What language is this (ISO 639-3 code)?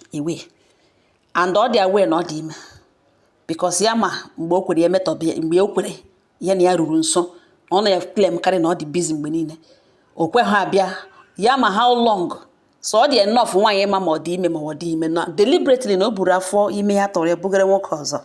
ibo